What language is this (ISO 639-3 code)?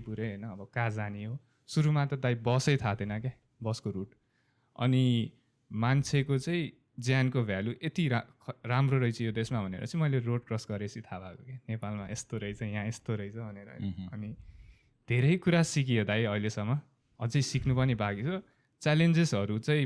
nep